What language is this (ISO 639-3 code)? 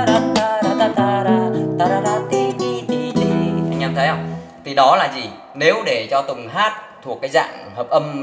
vie